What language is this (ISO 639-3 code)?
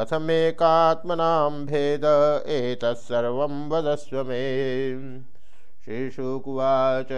san